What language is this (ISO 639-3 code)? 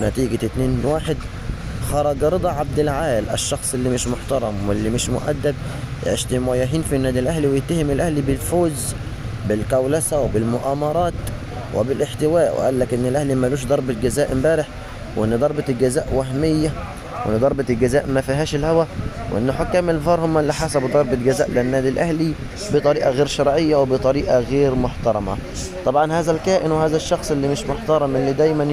arz